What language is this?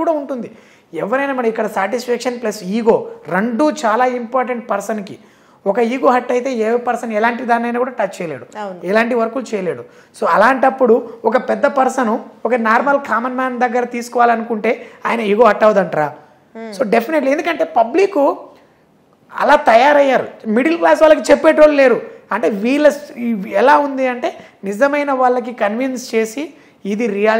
Telugu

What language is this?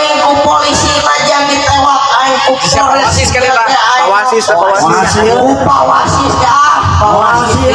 Sundanese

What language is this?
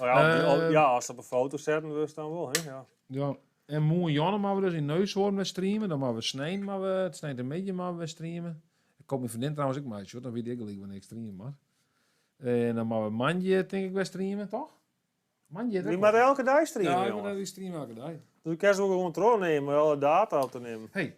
Western Frisian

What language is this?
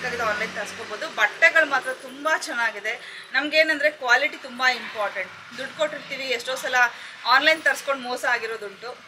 Kannada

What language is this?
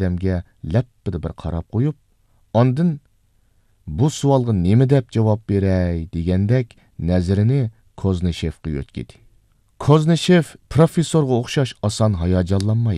Uyghur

